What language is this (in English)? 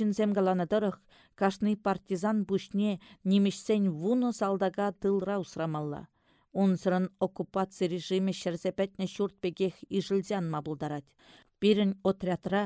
Chuvash